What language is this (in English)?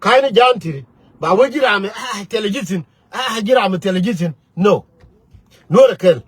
Nuer